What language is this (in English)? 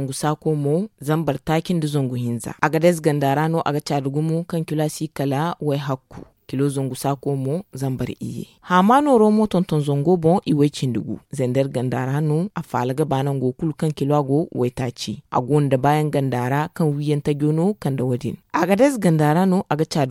Zarma